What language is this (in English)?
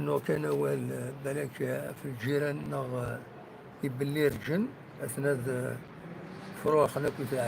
Kabyle